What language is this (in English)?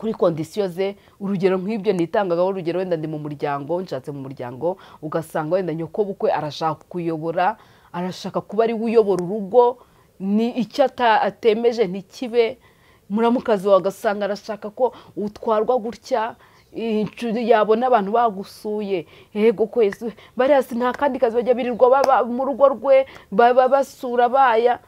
Kinyarwanda